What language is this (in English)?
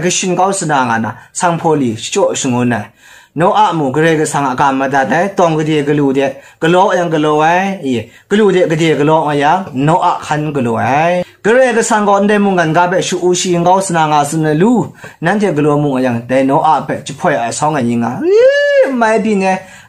Kachin